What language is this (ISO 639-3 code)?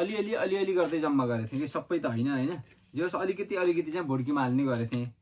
nep